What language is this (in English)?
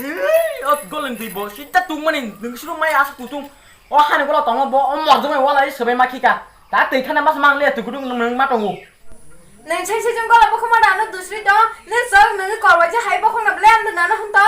Kok Borok